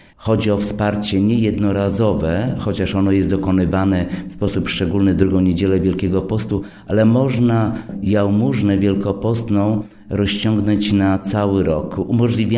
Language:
Polish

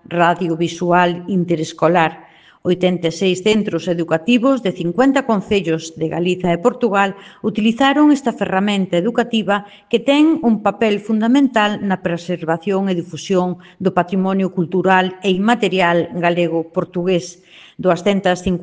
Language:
Galician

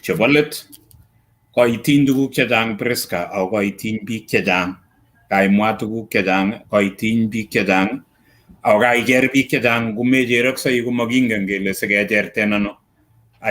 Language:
Kalenjin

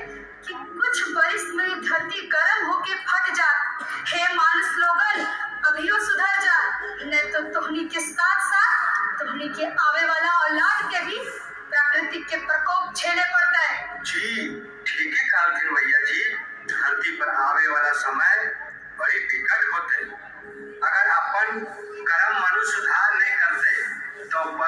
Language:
Magahi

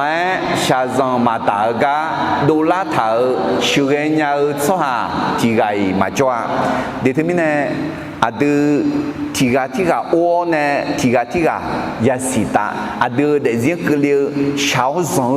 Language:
Akha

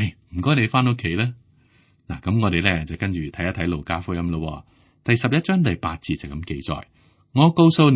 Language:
Cantonese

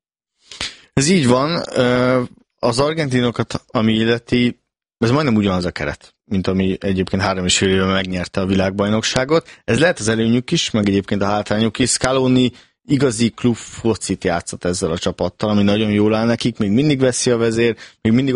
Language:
Hungarian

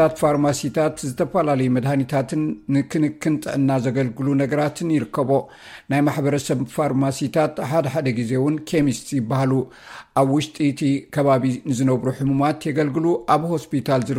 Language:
Tigrinya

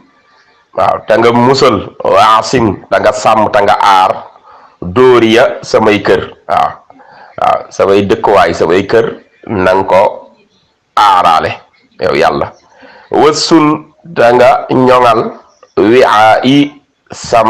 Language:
Wolof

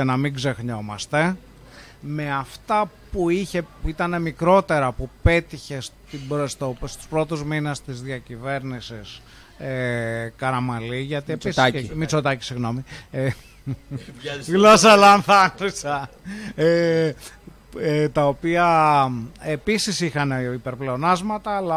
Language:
Greek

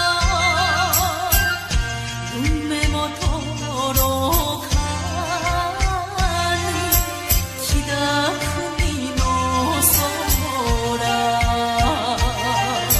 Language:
Japanese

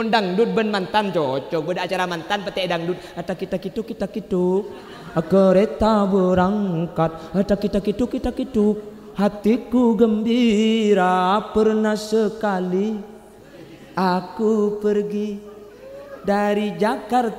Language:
Madurese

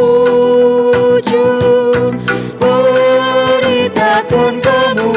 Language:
Batak Karo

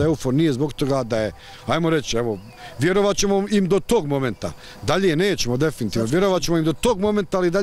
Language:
Bosnian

